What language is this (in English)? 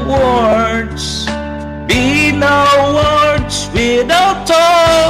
Bikol